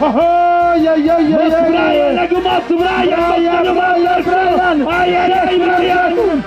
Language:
Tlahuitoltepec Mixe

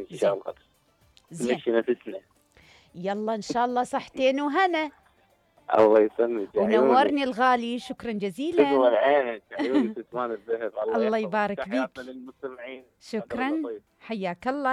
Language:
Mesopotamian Arabic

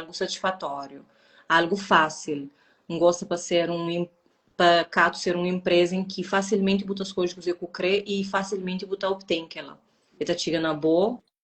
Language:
Kabuverdianu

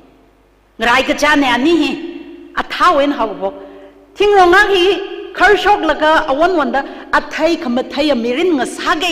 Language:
Tangkhul Naga (India)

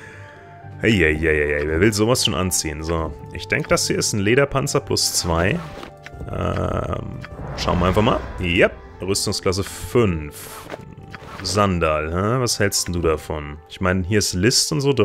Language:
German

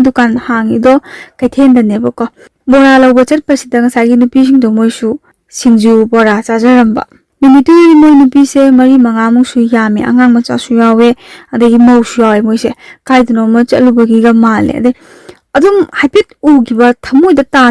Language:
Manipuri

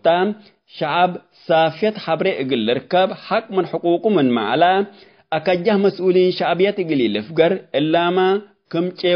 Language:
Tigre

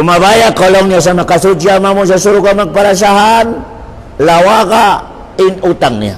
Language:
Tausug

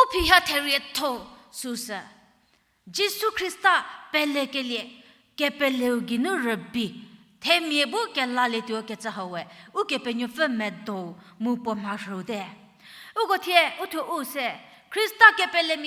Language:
Angami Naga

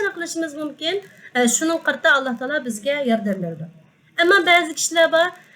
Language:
Uyghur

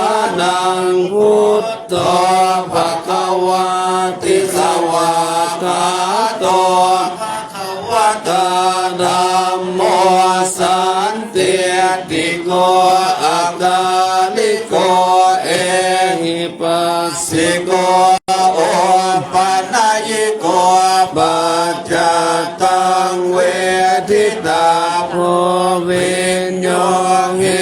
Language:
Pali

